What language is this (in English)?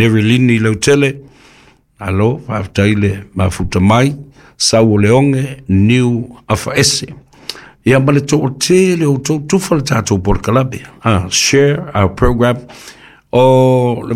Samoan